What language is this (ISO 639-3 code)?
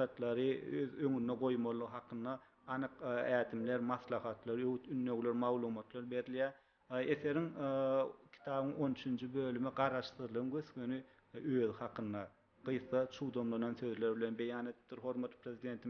tuk